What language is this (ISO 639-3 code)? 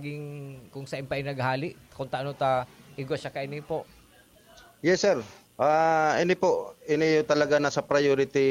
bik